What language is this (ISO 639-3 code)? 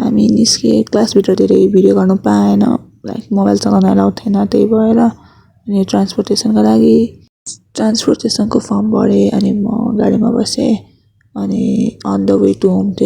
nep